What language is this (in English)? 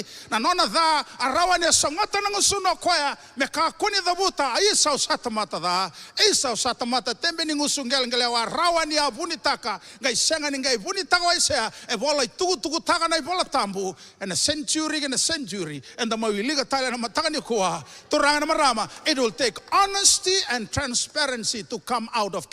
Fijian